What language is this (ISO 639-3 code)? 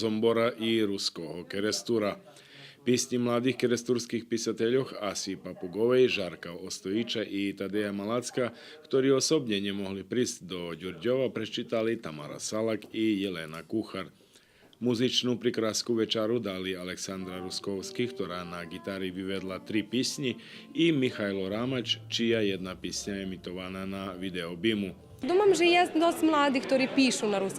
rue